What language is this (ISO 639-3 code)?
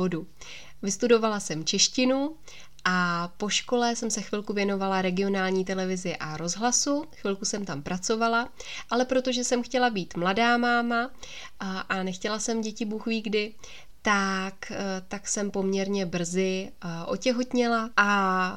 ces